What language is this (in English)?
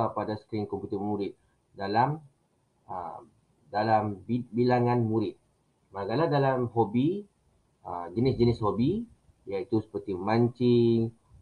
Malay